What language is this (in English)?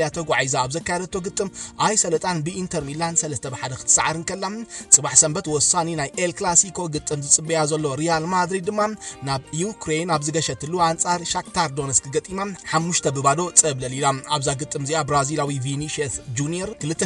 Tigrinya